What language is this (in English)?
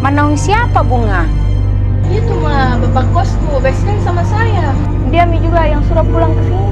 Makassar Malay